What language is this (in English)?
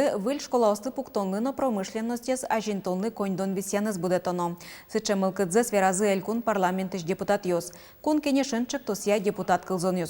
Udmurt